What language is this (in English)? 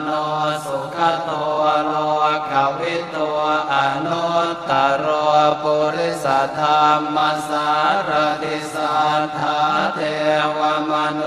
Pali